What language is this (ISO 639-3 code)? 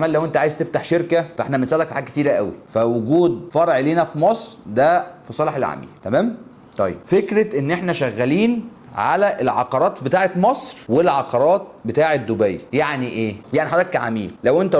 arz